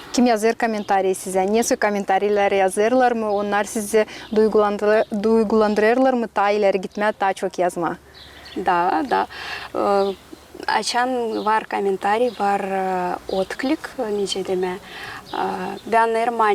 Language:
Gagauz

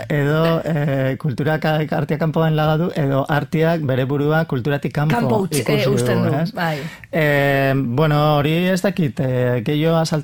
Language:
Basque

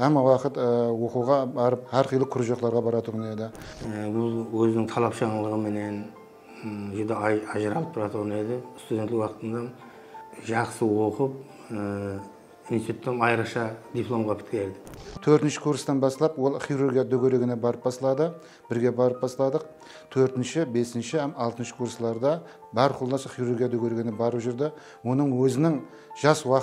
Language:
Kara-Kalpak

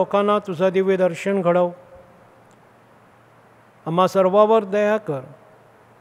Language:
Marathi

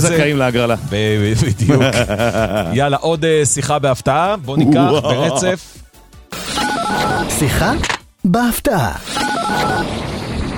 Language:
Hebrew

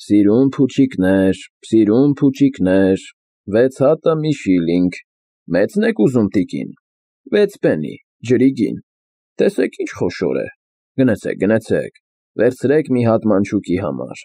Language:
Armenian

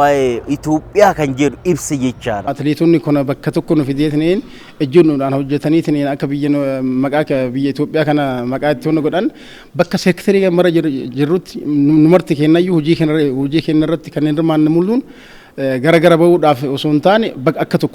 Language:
Oromo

